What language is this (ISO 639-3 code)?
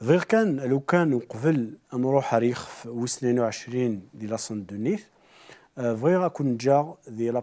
kab